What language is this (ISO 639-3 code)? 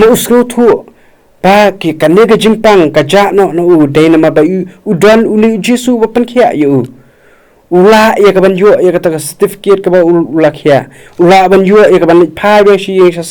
kha